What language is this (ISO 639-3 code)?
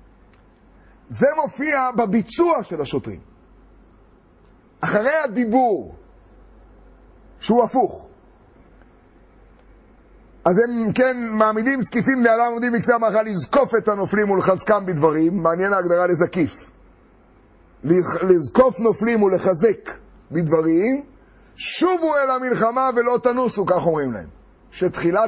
heb